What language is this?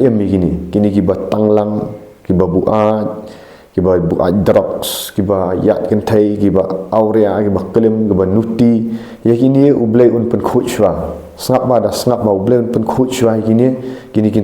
Khasi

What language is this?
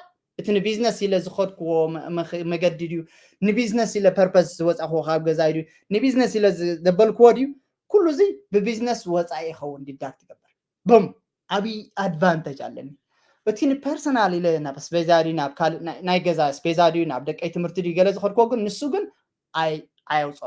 Tigrinya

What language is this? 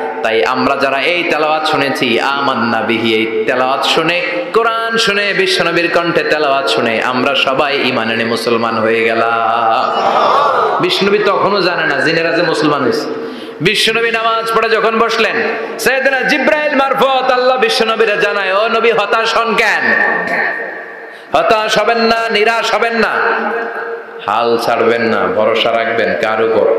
Bangla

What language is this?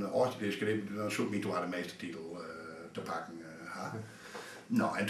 Western Frisian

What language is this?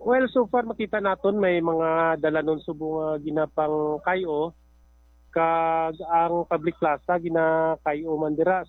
Hiligaynon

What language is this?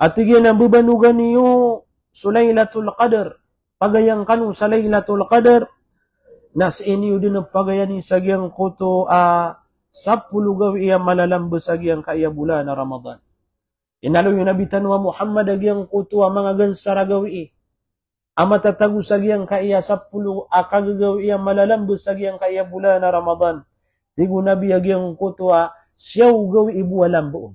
Maranao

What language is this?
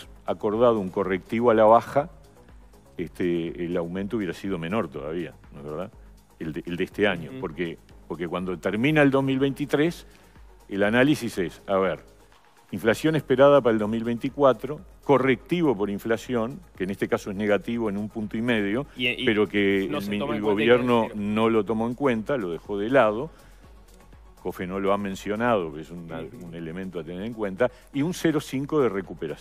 Spanish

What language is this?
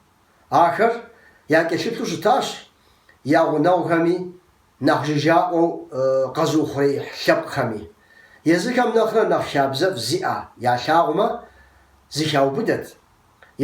Kabardian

